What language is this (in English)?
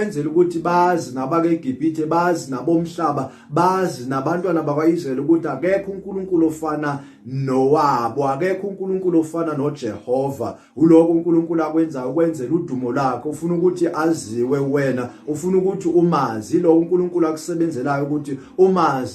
Zulu